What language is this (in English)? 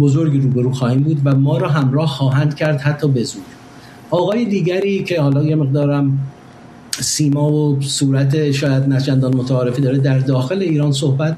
Persian